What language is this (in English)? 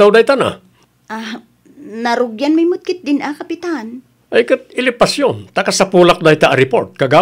Iloko